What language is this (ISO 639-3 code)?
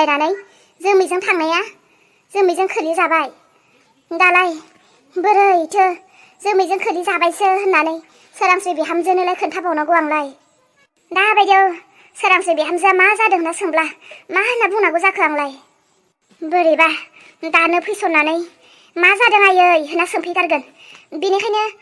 brx